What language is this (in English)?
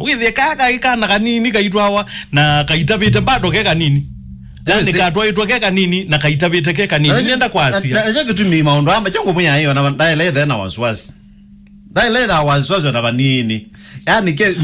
Kamba